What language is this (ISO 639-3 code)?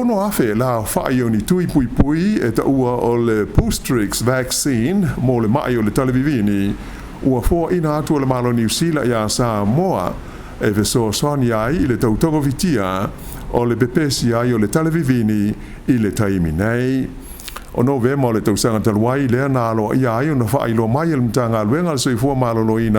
smo